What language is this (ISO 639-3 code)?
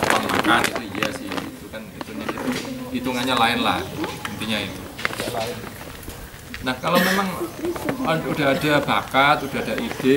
ind